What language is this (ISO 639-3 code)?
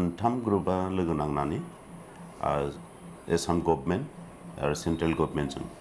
brx